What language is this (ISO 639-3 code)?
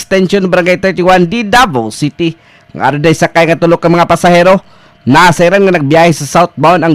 ceb